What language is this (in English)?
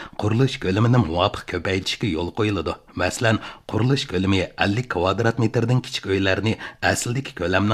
Uyghur